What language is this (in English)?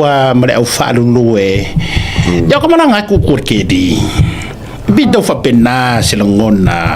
Samoan